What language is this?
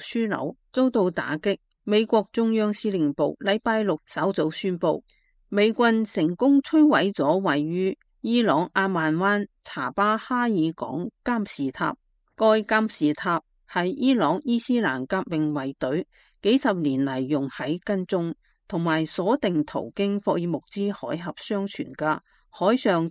Cantonese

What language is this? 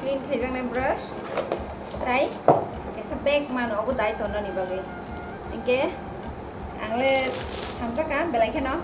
Kok Borok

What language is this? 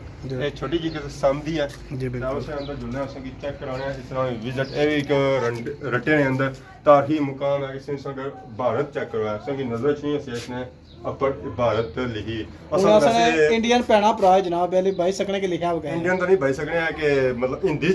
Pahari-Potwari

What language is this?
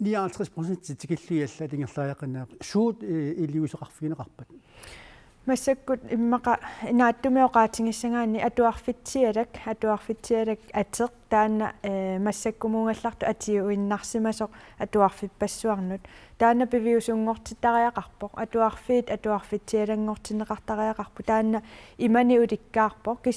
Kalaallisut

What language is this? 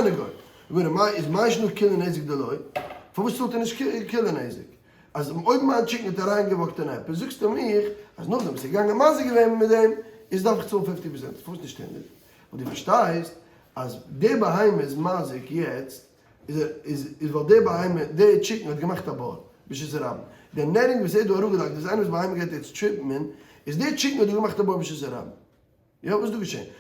Yiddish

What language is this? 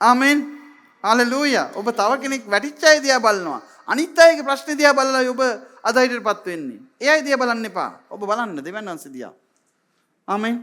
Sinhala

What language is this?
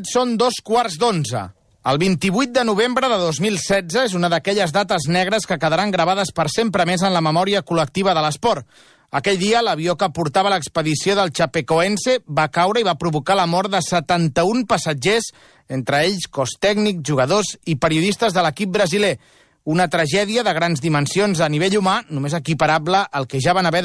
Catalan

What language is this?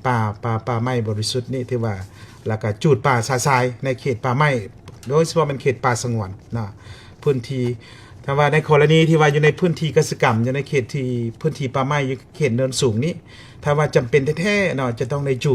Lao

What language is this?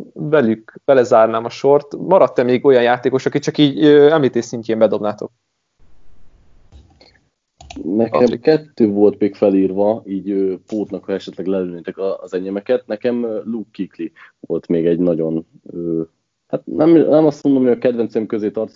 Hungarian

